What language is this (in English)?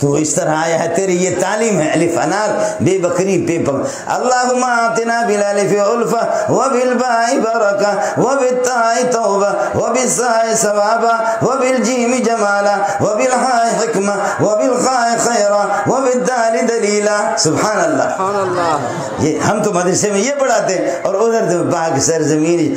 Eastern Balochi